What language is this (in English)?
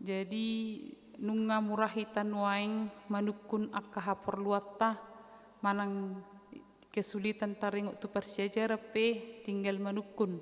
Batak Toba